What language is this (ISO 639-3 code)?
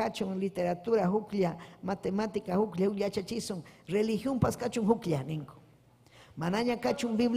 quy